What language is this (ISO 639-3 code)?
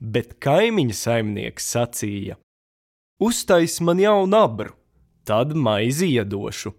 lav